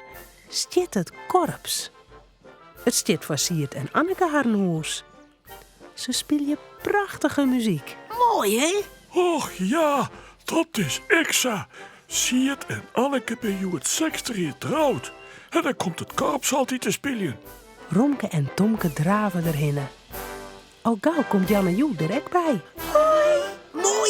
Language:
Western Frisian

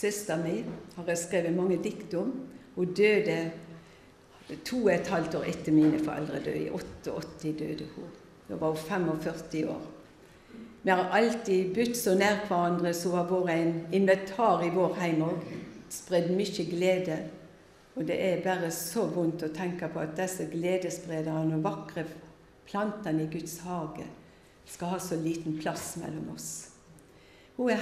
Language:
Norwegian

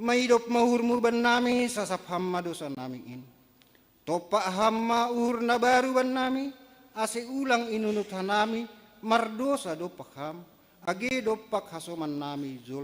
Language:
Batak Simalungun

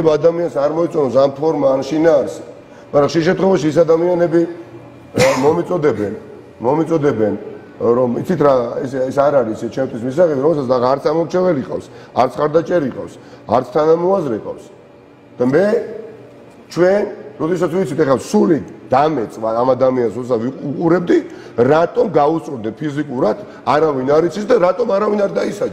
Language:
Georgian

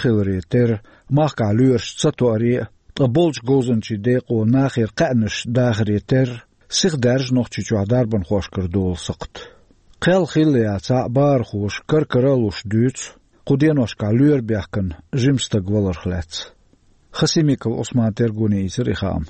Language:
Chechen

